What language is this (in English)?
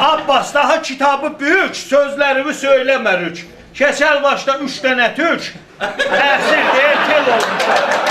South Azerbaijani